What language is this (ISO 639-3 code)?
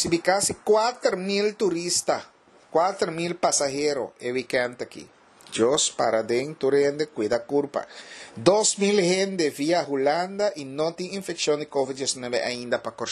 pap